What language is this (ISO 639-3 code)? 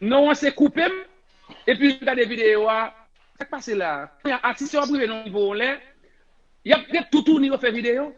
hat